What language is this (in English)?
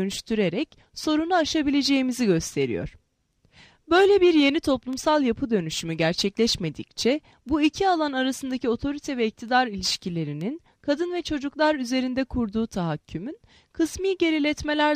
Turkish